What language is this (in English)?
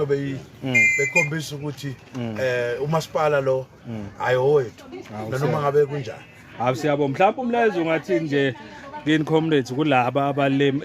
Zulu